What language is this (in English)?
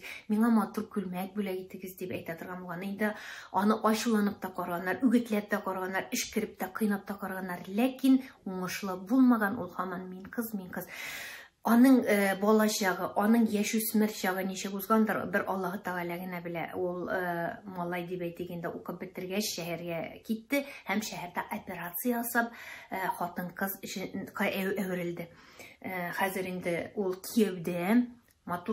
Tatar